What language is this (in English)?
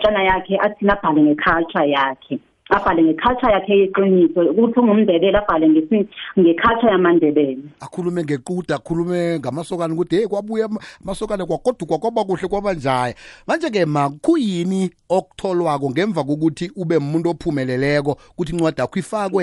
South Ndebele